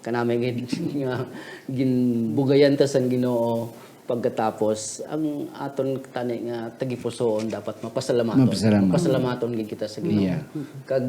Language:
Hiligaynon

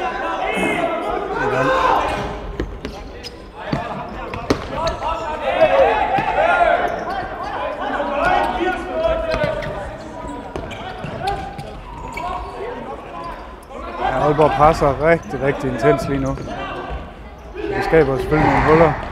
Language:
Danish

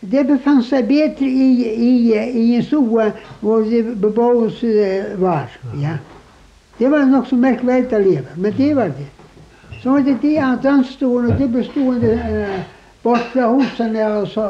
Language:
Faroese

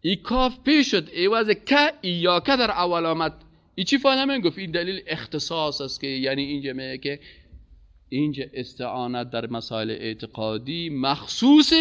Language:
Persian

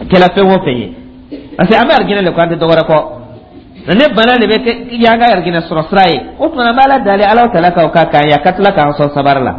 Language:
Dyula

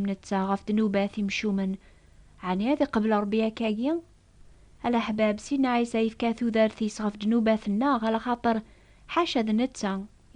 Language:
Kabyle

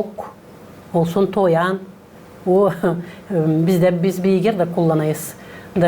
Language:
Gagauz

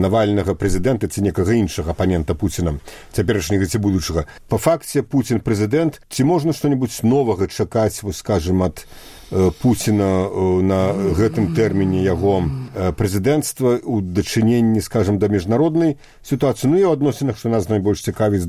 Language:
Belarusian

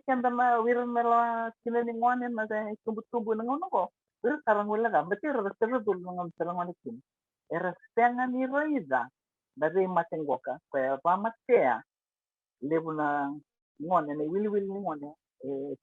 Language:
Fijian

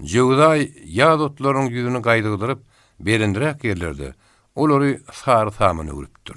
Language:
Turkmen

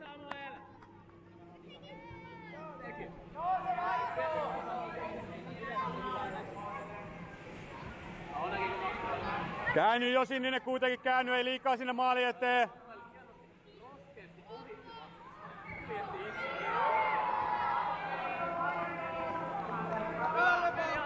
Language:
Finnish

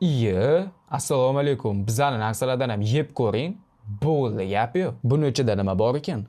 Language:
Uzbek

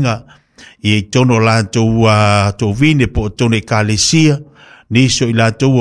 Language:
Samoan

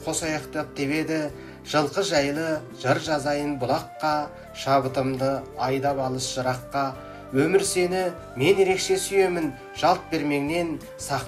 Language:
Kazakh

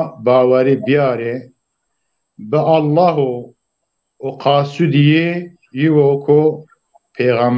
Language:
Zaza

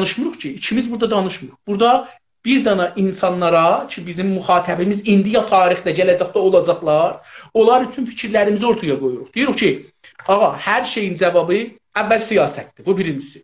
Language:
South Azerbaijani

